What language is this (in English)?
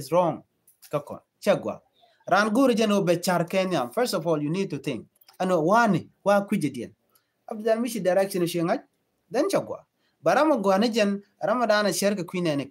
Nuer